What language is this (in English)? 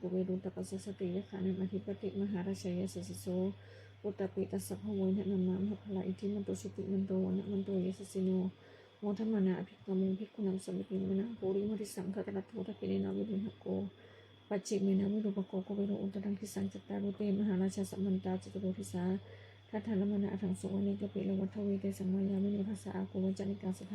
Pali